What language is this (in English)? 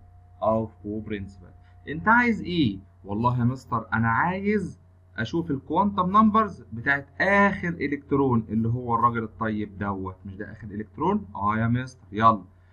Egyptian Arabic